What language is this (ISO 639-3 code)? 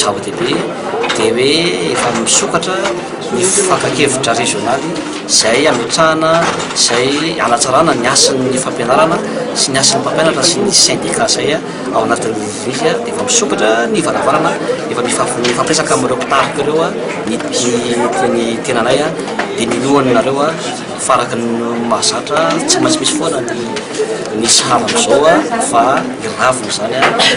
mlg